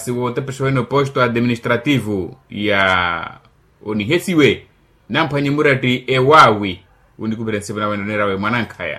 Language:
Makhuwa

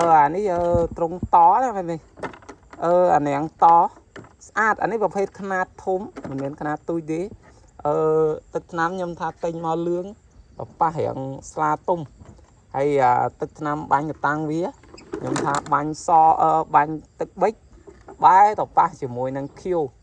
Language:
Khmer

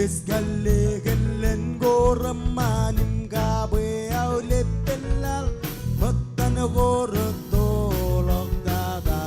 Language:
Marshallese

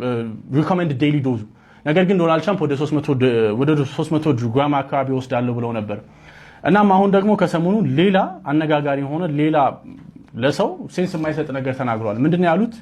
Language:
Amharic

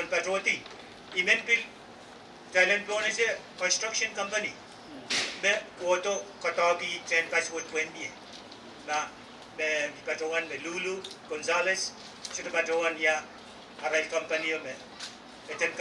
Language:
Pohnpeian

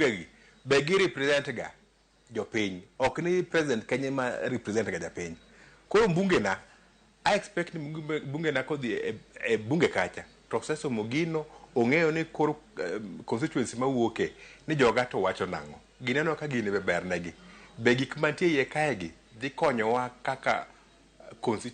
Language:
Luo (Kenya and Tanzania)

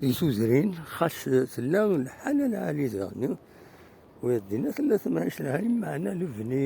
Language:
Kabyle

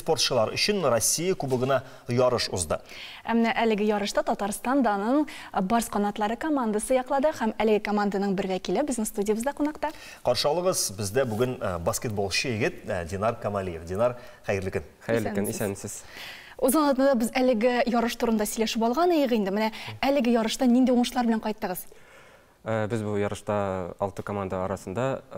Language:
Tatar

